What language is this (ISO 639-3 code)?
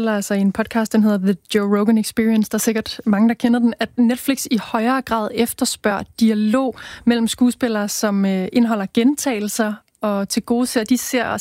dan